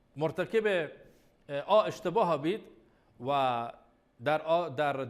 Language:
Baluchi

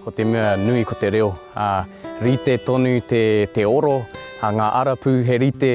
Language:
Māori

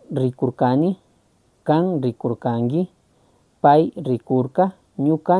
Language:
Chimborazo Highland Quichua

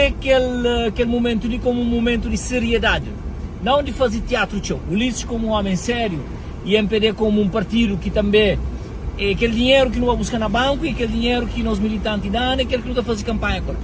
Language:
Kabuverdianu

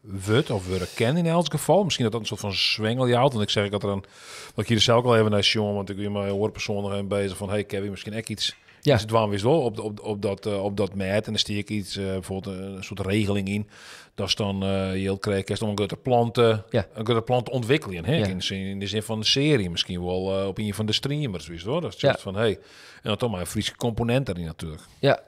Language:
Western Frisian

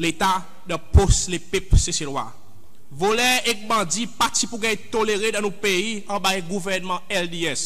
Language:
Seselwa Creole French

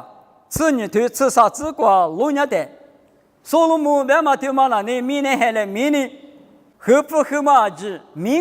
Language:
Lisu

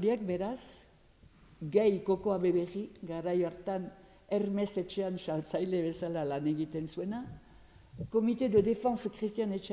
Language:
Basque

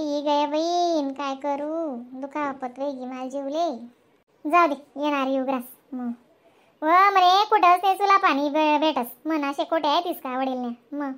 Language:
Khandesi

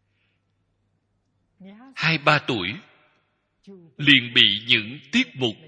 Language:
Vietnamese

